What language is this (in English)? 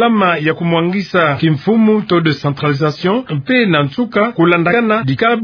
Kituba (Democratic Republic of Congo)